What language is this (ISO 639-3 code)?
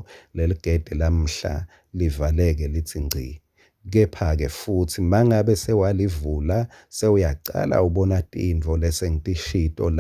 ssw